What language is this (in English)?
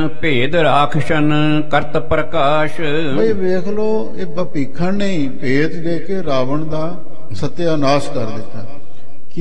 Punjabi